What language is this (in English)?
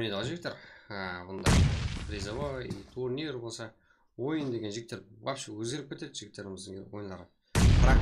Kara-Kalpak